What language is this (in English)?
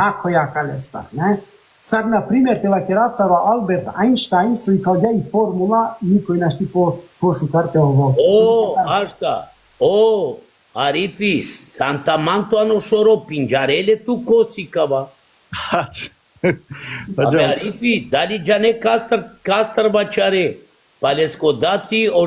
Balkan Romani